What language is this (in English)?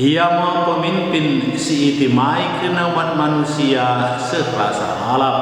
Batak Karo